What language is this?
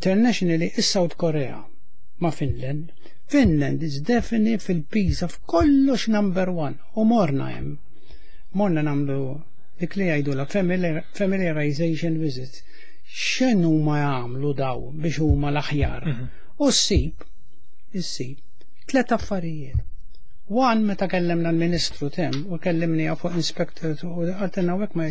Maltese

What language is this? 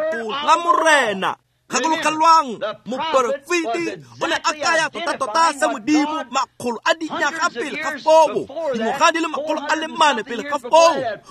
Tswana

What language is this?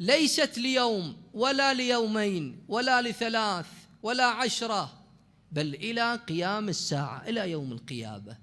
Mesopotamian Arabic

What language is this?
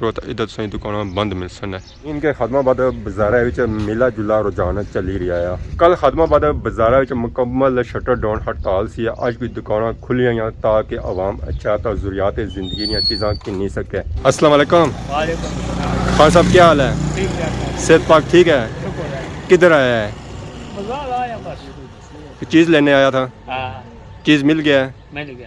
Pahari-Potwari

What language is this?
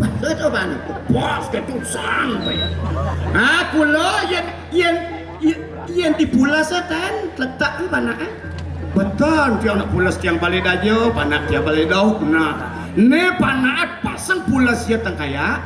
Balinese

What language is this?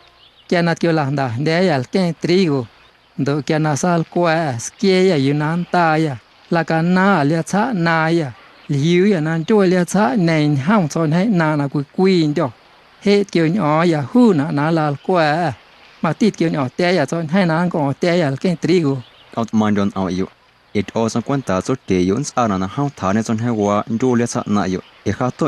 Guerrero Amuzgo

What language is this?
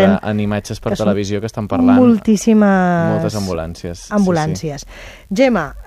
Catalan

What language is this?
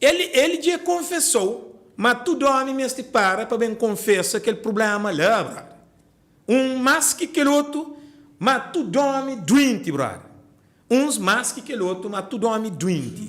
Kabuverdianu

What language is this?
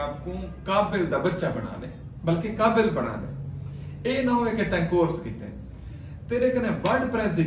Saraiki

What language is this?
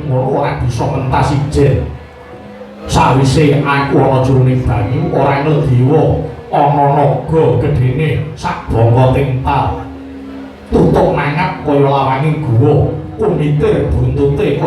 Javanese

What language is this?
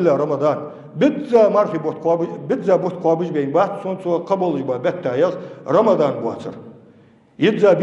Ingush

